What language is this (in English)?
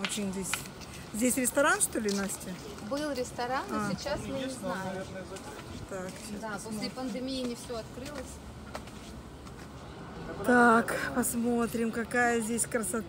Russian